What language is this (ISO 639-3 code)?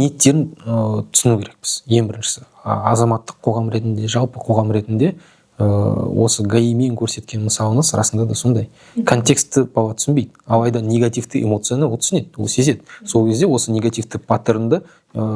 kaz